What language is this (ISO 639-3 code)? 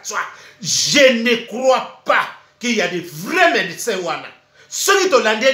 lin